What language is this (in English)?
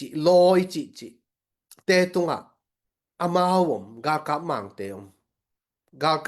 Tedim Chin